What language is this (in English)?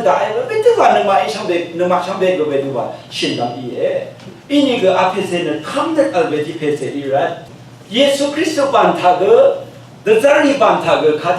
Rawang